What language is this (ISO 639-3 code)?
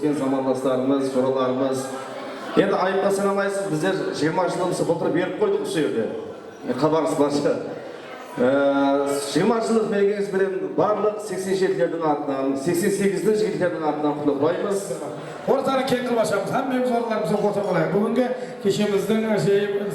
kaa